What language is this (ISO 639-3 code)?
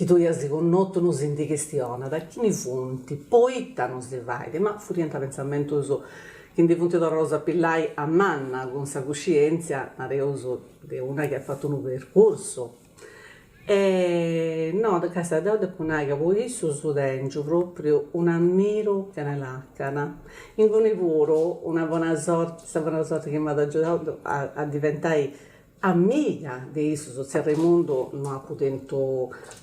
srd